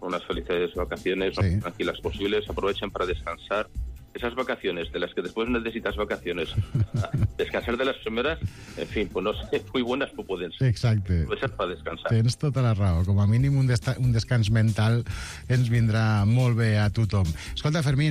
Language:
Catalan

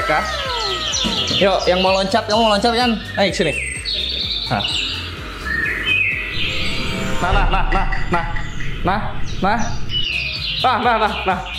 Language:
Indonesian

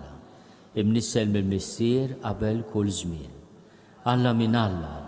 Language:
Maltese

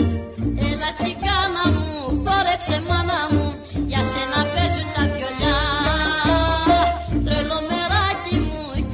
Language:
Greek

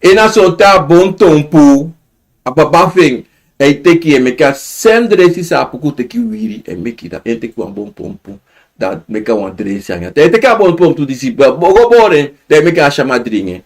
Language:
Sranan Tongo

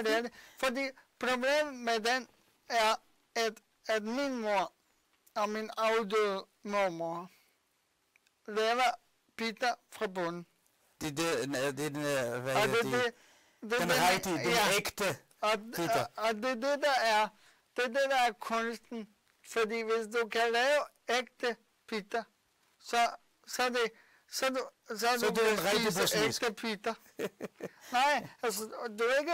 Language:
Danish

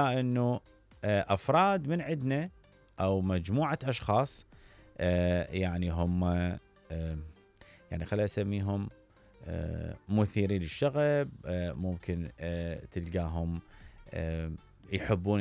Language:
Mesopotamian Arabic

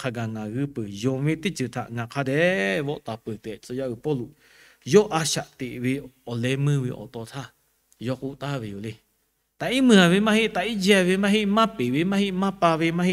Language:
Lahu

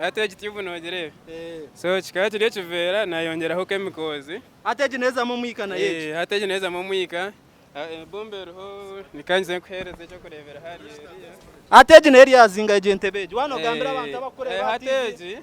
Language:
Nyankole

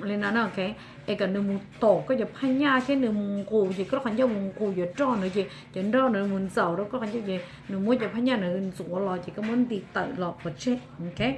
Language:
Hmong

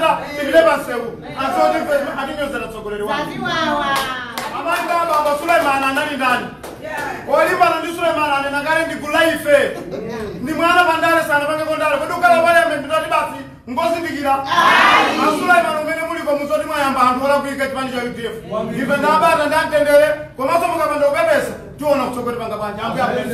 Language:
Nyanja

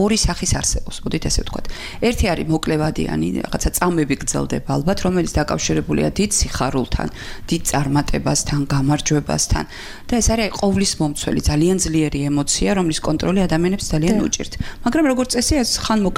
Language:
Georgian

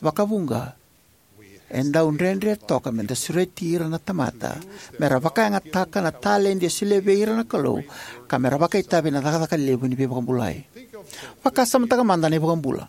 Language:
Fijian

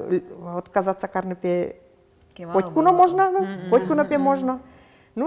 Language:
Udmurt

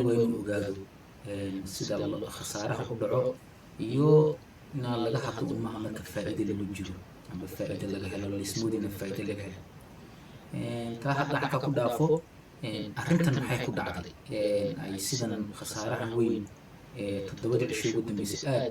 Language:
Somali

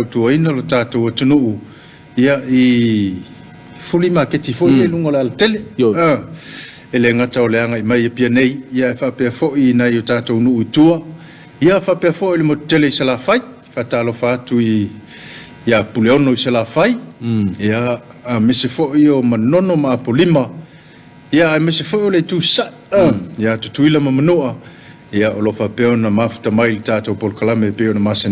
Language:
Samoan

